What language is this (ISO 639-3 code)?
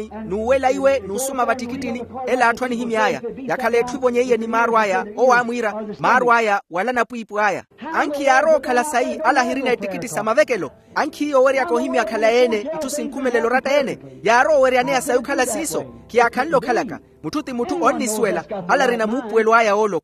vmw